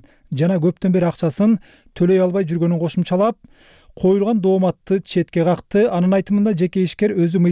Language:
Kyrgyz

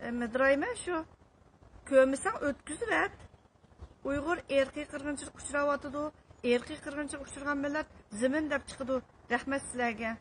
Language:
Uyghur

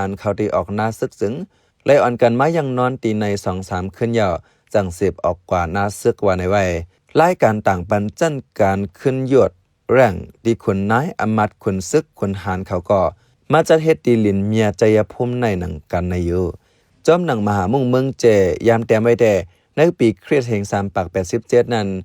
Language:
Shan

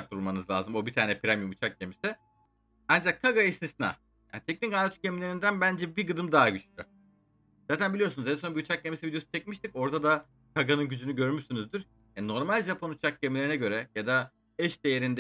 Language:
Turkish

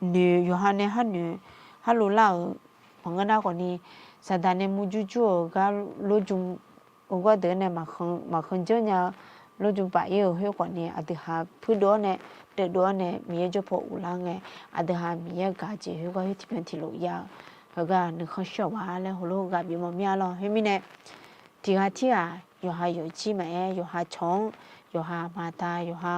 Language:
Akha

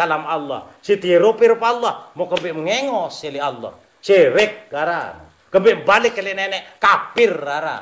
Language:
Sasak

